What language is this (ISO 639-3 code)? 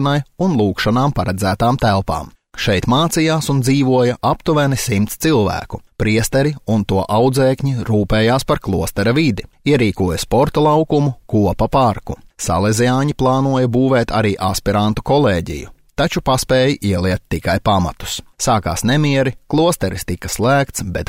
lav